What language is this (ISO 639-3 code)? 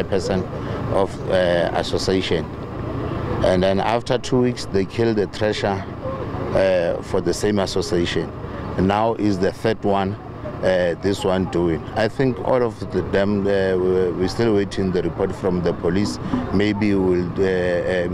tso